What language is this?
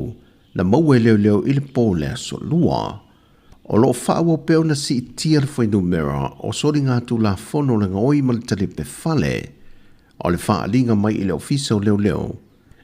Samoan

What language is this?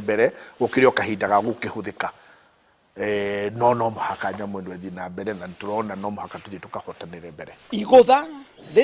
Kikuyu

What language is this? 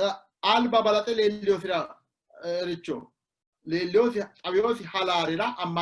Sidamo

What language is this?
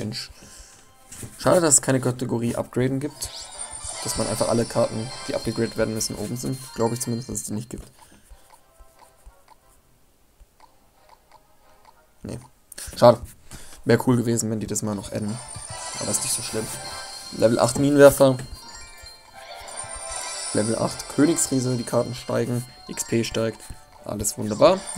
German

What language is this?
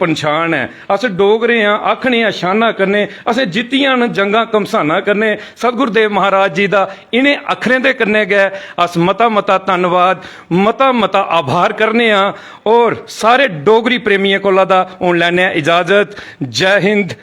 Dogri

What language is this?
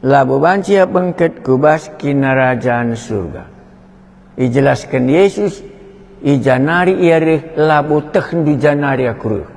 Batak Karo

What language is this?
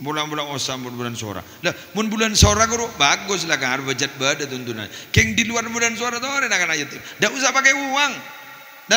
Madurese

